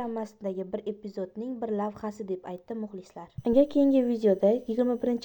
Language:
Uzbek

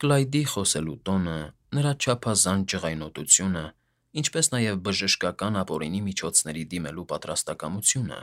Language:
Armenian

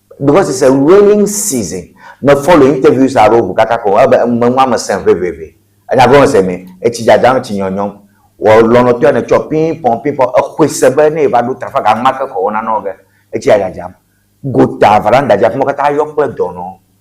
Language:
Ewe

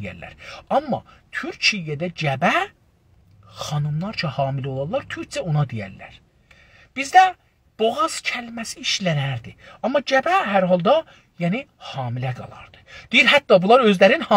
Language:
South Azerbaijani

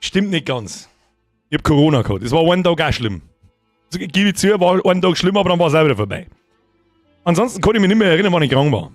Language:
Bavarian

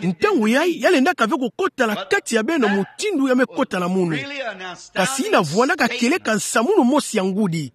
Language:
Kituba (Democratic Republic of Congo)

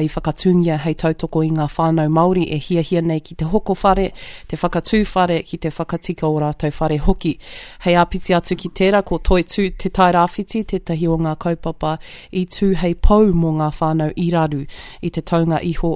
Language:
Māori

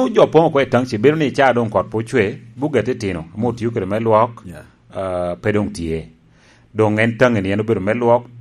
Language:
Lango (Uganda)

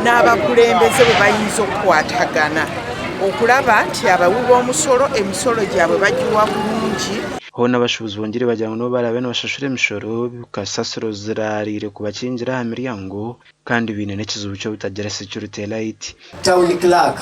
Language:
Nyankole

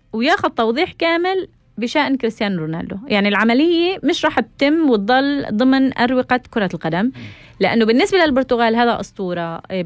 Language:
North Levantine Arabic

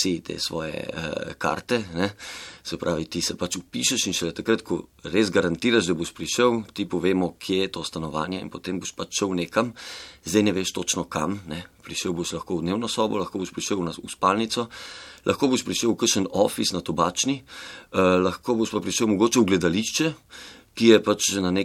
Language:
Slovenian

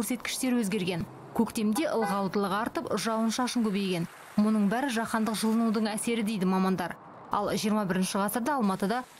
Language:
Kazakh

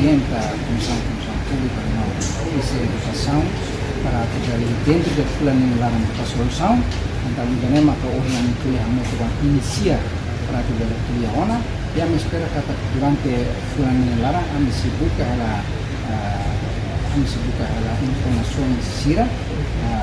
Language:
Tetum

